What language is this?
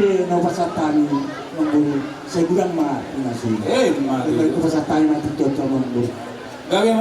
Batak Toba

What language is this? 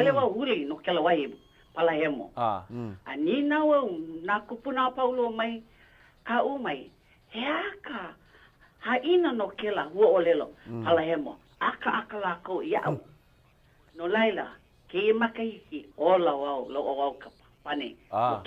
Hawaiian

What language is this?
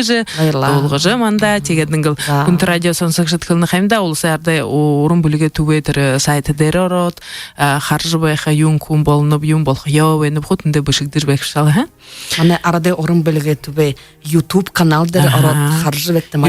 Buriat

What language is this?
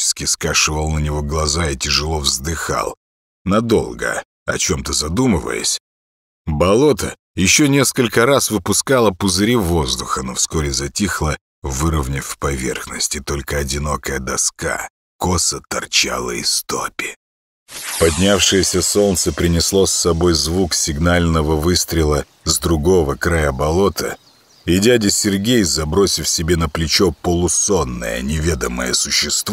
Russian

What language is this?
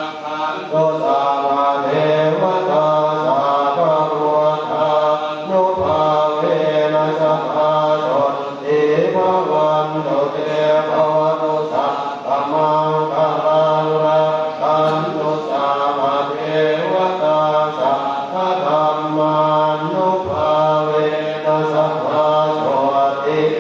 Pali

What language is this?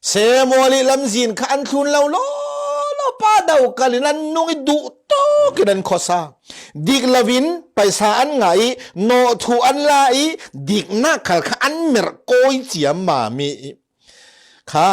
Falam Chin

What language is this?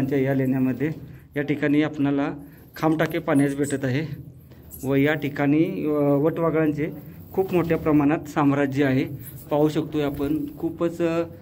Marathi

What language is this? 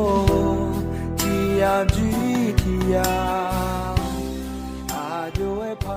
Akha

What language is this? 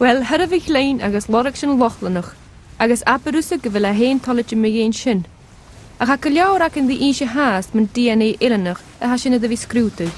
Scottish Gaelic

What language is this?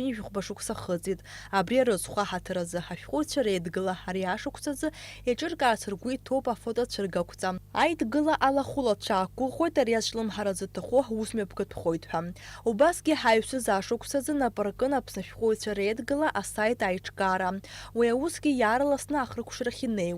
Abkhazian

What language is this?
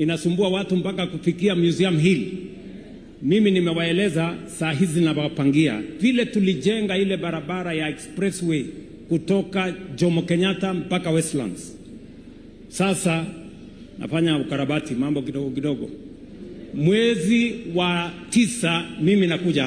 Swahili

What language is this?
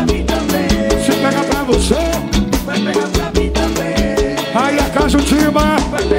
Portuguese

